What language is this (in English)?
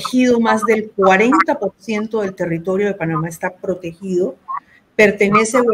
Spanish